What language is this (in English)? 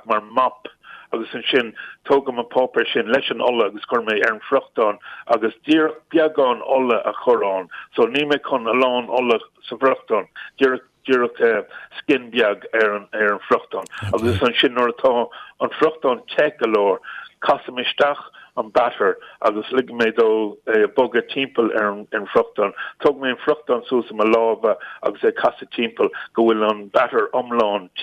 Irish